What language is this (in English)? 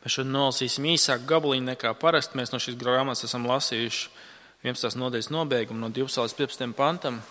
Latvian